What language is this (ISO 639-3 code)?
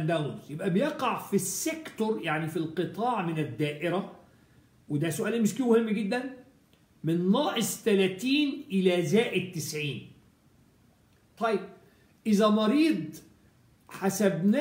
arz